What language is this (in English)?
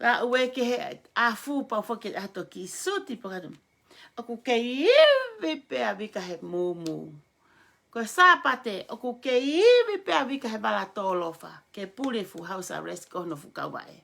Tongan